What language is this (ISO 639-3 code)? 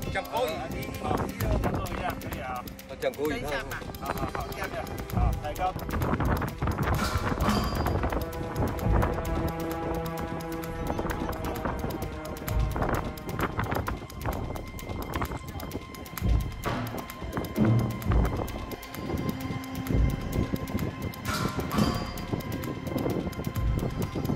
zho